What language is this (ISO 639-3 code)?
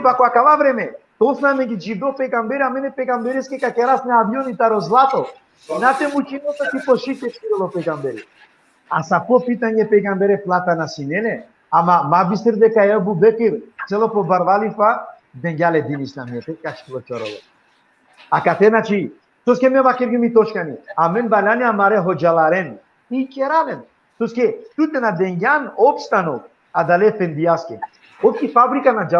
rmn